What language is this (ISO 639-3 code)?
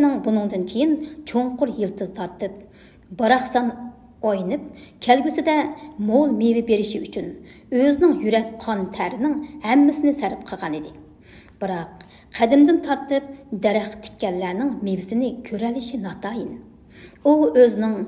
uig